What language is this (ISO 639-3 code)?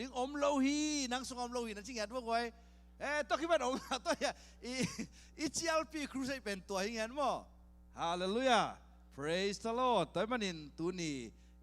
ctd